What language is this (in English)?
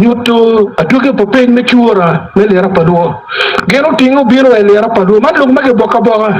Acoli